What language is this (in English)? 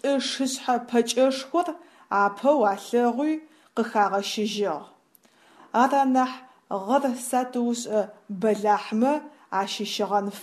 Adyghe